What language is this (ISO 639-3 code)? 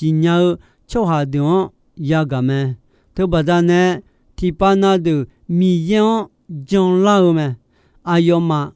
ahk